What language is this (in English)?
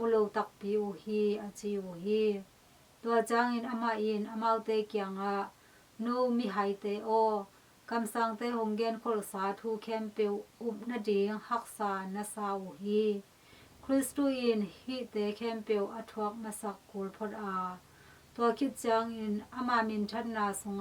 Tedim Chin